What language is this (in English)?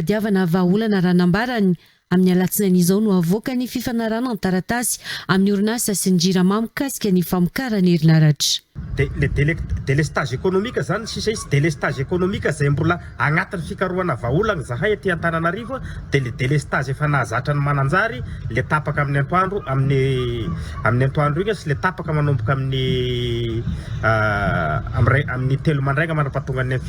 Malagasy